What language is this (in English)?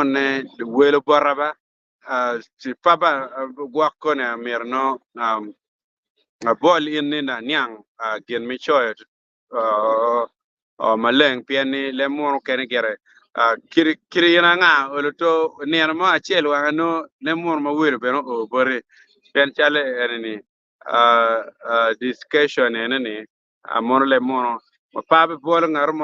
Acoli